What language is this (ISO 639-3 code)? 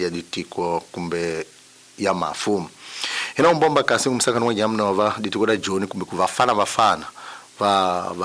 tso